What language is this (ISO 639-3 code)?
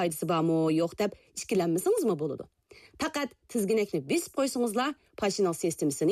uig